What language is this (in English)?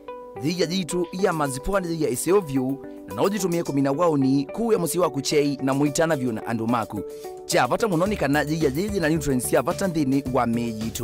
Kamba